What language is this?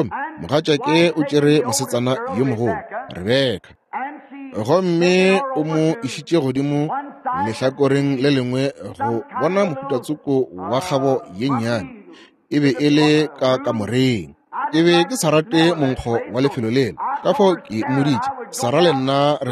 Northern Sotho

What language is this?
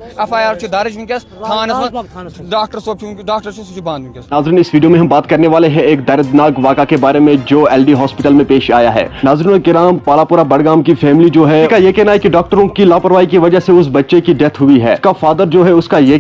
Kashmiri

